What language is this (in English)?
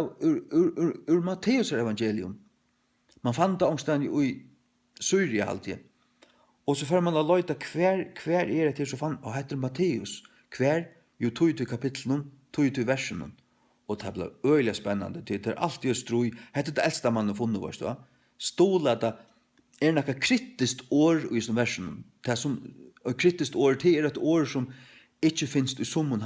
Faroese